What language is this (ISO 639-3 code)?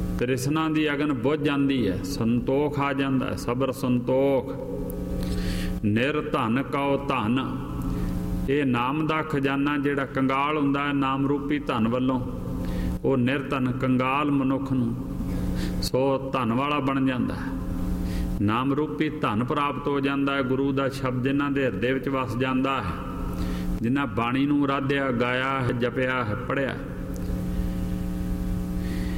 pan